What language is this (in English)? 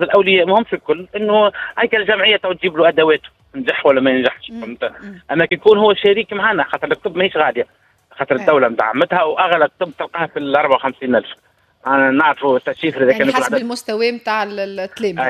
Tunisian Arabic